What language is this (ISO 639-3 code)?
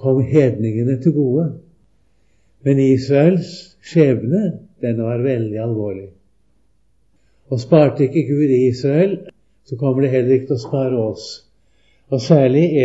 nor